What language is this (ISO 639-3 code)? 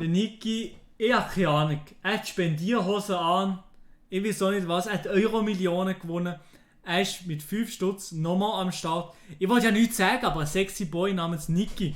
gsw